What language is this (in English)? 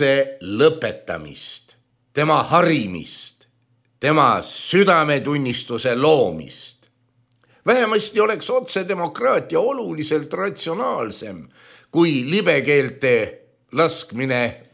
Estonian